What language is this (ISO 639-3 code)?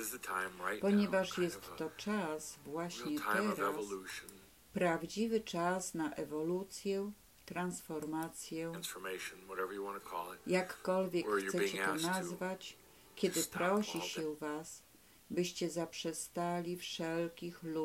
pol